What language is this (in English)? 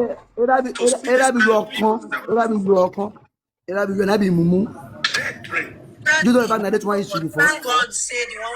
Nigerian Pidgin